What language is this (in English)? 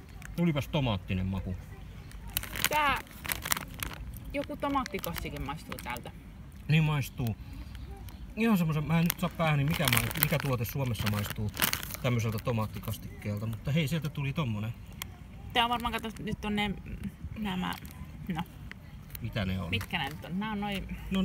Finnish